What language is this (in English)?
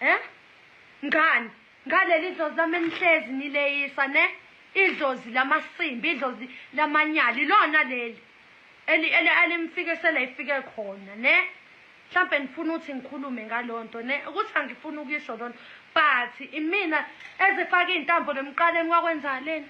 Zulu